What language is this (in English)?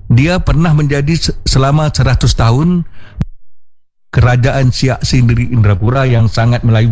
Indonesian